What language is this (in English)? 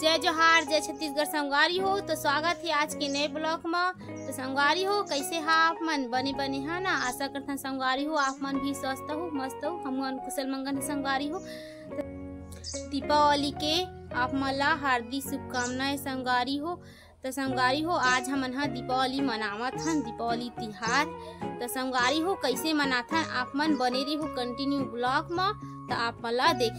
Chhattisgarhi